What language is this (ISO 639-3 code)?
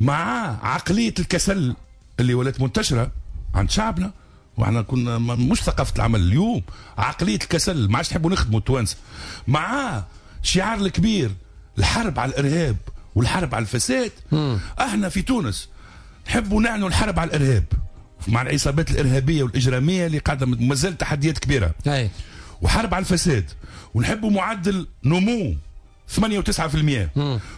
aeb